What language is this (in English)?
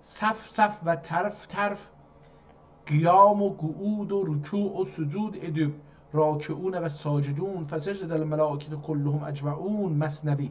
South Azerbaijani